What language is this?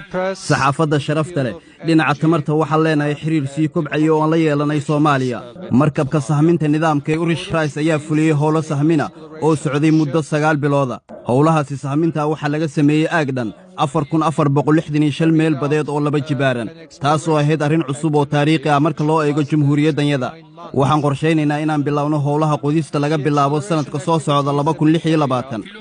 Somali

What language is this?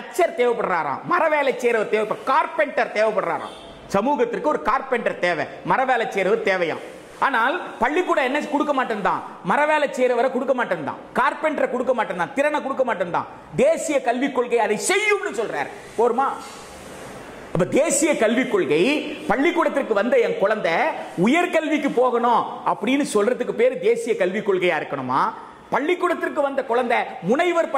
Tamil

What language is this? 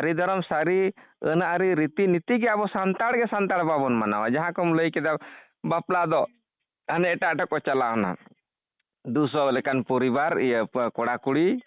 Santali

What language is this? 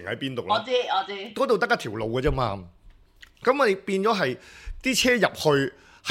Cantonese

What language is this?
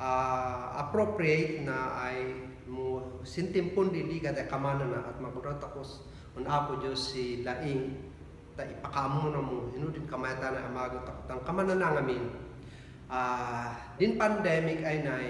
Kankanaey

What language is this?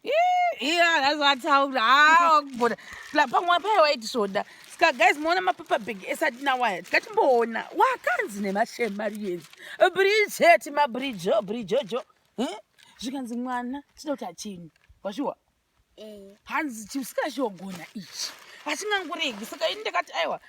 Shona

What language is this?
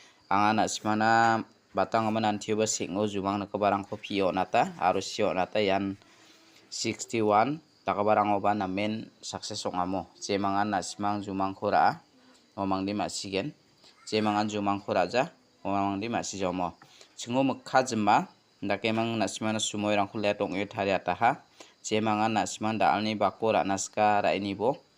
Garo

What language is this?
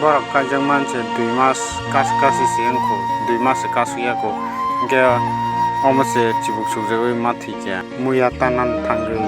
Kok Borok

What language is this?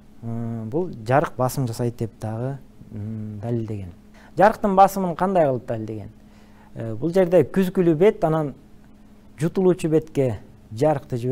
Kyrgyz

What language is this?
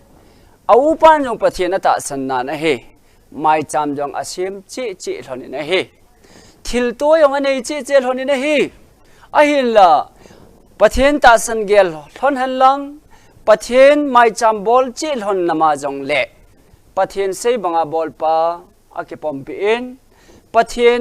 Thado Chin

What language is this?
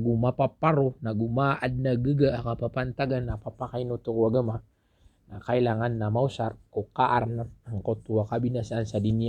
Maranao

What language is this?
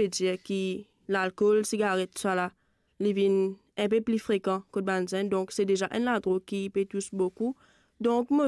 Morisyen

